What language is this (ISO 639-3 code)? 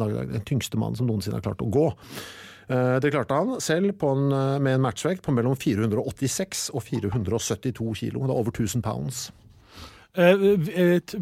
nor